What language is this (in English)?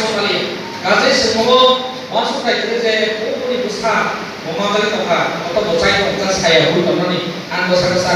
Kok Borok